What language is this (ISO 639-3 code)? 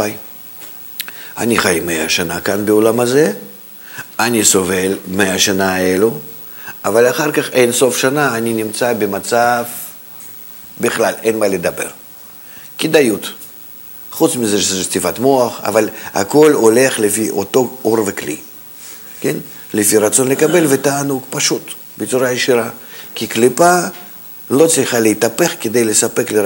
heb